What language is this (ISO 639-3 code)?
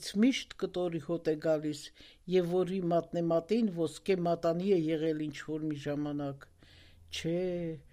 hye